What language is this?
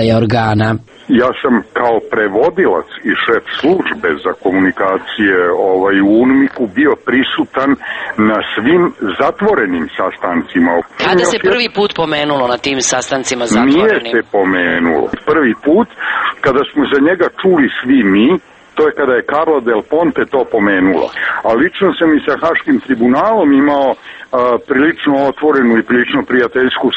Serbian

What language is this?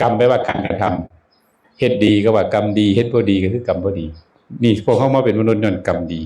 Northeastern Thai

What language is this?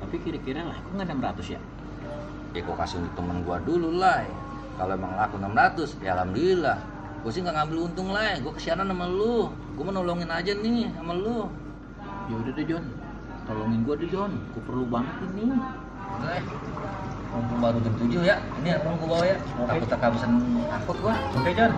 Betawi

